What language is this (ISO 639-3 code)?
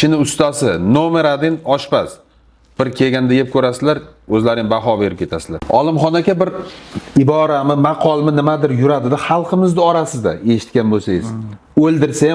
uzb